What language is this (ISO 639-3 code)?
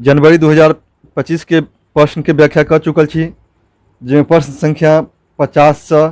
mai